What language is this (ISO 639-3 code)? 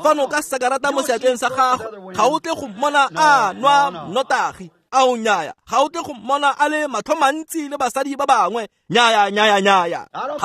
tsn